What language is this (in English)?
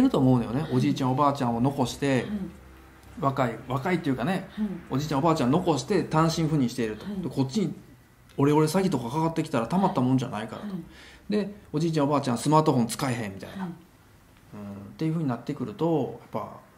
Japanese